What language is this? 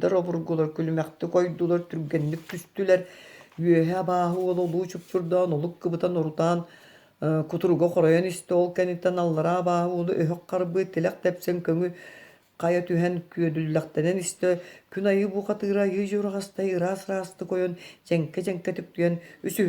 Yakut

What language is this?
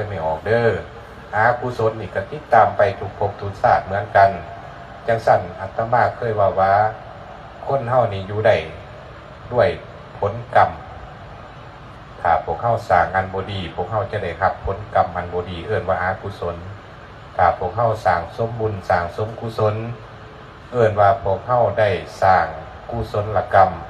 Lao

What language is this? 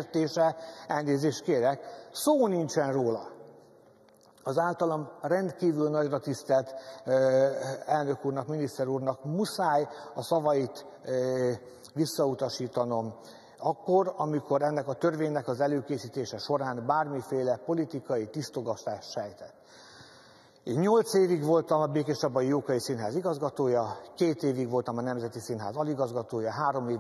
Hungarian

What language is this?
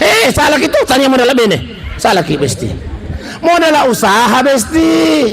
Buginese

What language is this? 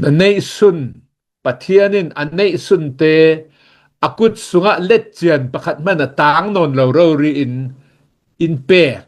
Hakha Chin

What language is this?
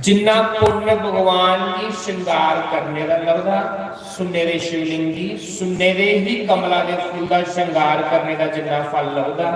Dogri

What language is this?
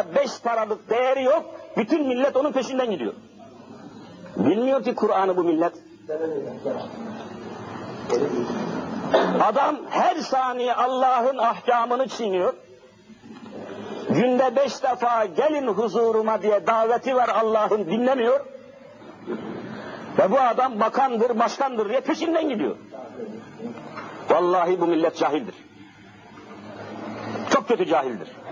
Turkish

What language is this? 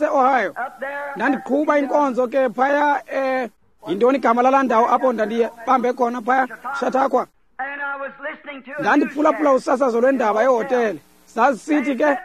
Xhosa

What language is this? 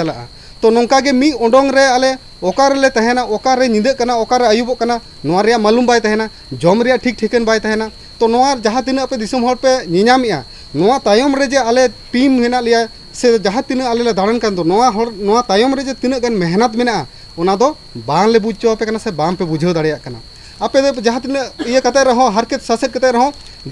Santali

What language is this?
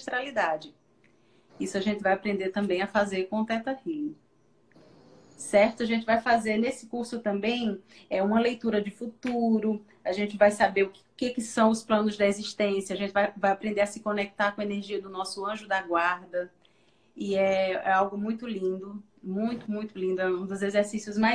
Portuguese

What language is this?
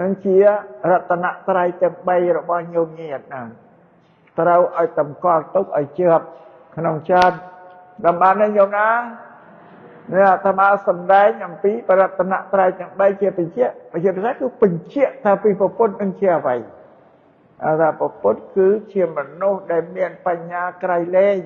Khmer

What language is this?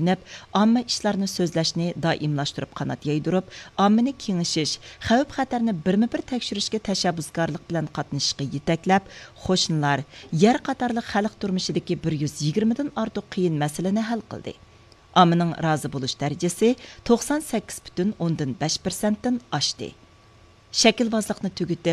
Uyghur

